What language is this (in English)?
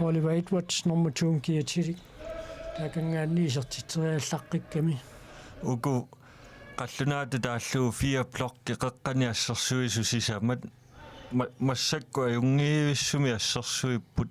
Kalaallisut